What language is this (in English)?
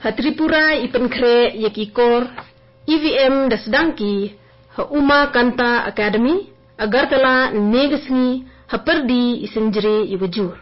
Garo